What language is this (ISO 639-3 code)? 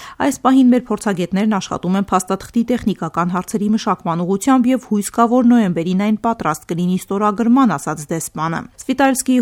hye